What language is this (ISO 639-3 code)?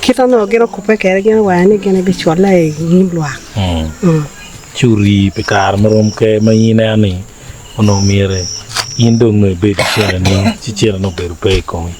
ach